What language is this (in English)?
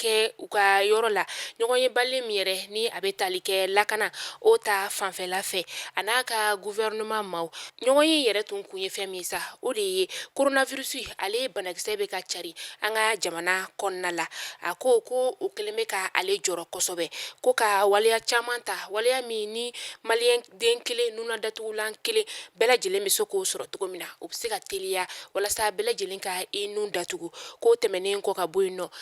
Bambara